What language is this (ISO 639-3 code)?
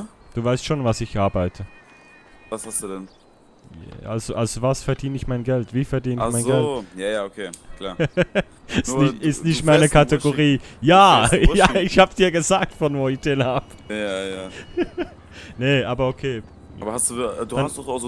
gsw